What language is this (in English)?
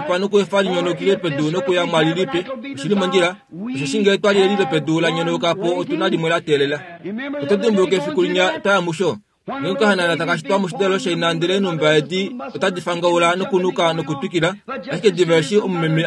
Kuanyama